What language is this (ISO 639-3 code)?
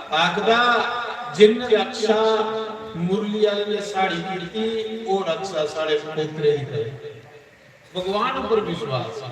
doi